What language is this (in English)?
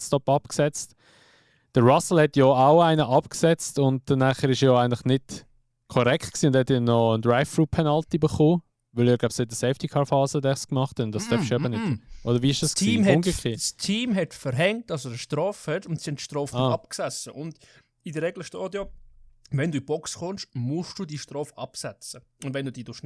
Swiss German